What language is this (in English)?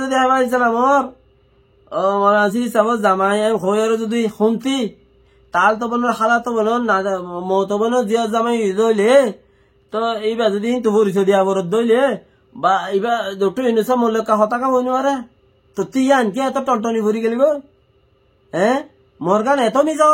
Rohingya